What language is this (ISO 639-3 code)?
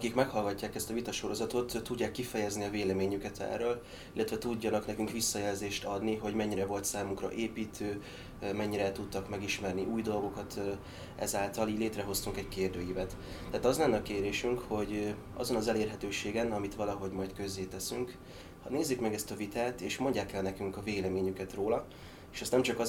hun